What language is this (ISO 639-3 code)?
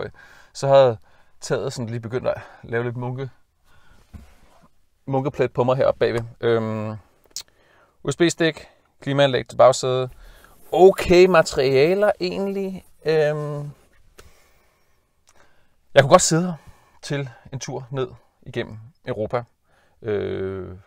dan